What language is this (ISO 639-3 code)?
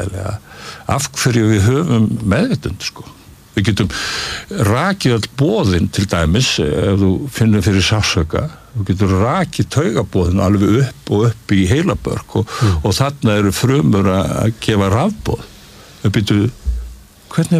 isl